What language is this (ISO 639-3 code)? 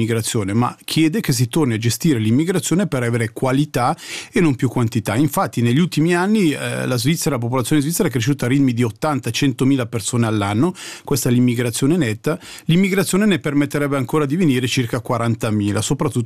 ita